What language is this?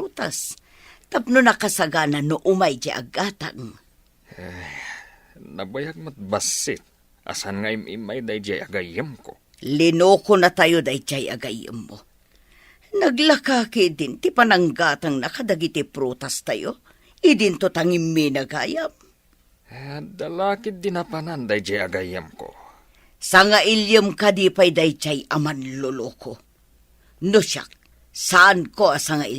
Iloko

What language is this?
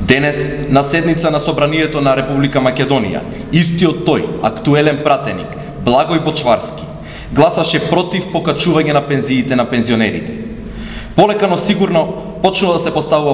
Macedonian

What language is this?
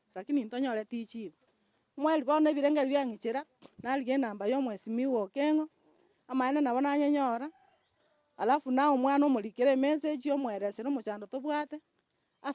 Gusii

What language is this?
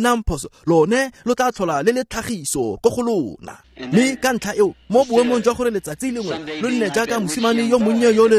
Tswana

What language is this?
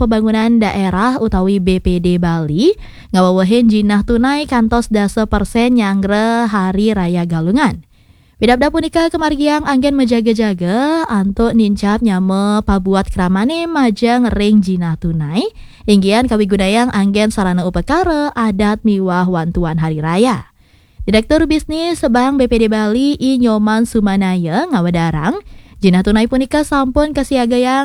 Balinese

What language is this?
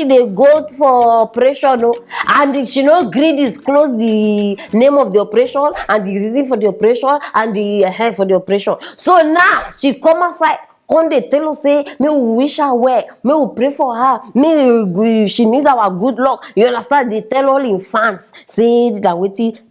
Nigerian Pidgin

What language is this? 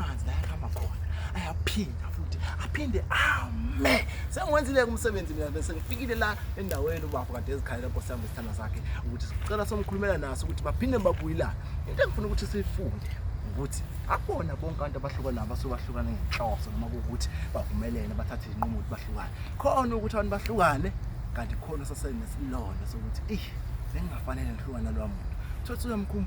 Zulu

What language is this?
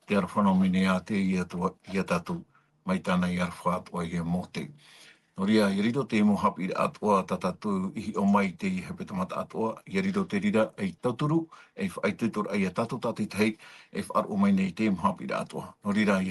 Tahitian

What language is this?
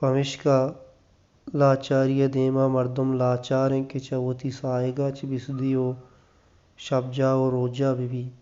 Baluchi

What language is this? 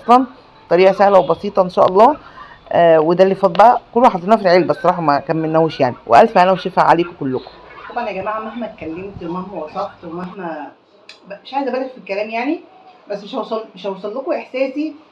Egyptian Arabic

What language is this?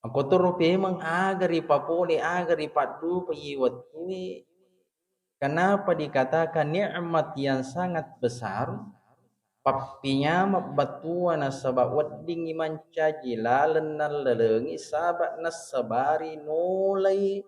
Buginese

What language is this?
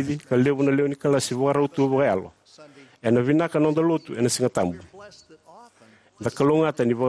Fijian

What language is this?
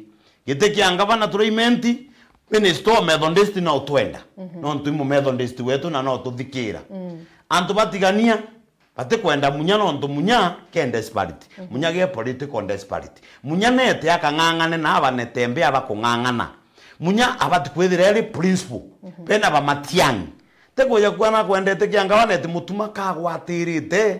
Meru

